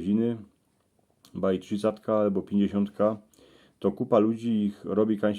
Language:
Silesian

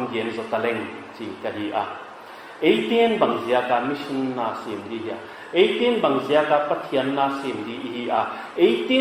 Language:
Paite Chin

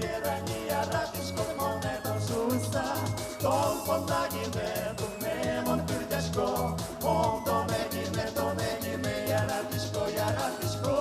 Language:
Udmurt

